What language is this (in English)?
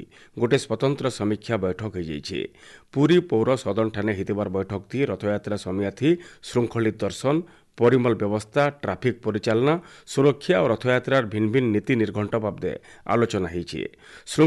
Odia